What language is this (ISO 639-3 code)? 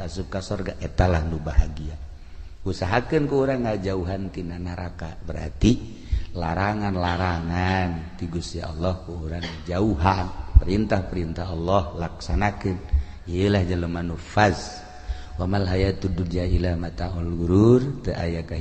sun